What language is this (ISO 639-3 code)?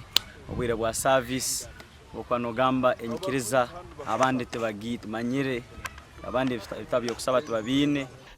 nyn